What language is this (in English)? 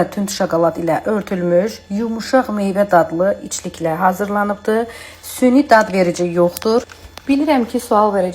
Azerbaijani